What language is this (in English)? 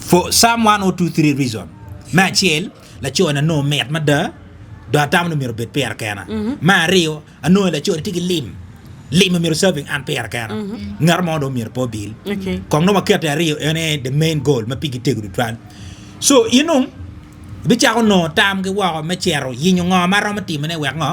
Acoli